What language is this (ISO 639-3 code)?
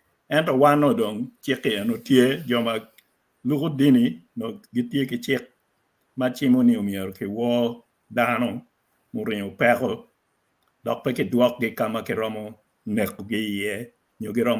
ach